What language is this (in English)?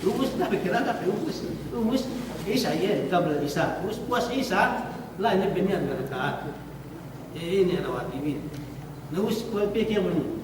Yakan